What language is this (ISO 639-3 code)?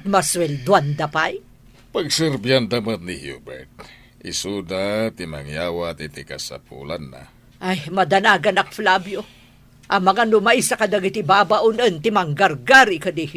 ilo